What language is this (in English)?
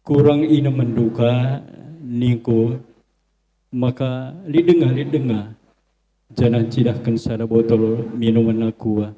Batak Karo